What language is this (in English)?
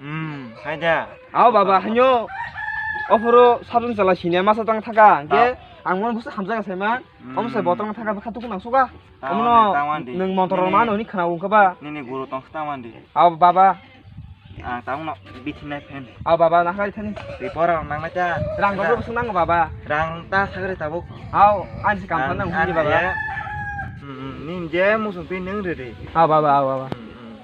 Kok Borok